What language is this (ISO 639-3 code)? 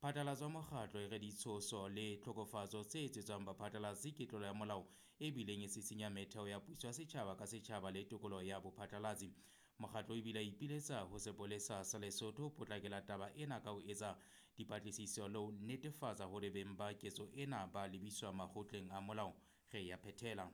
sot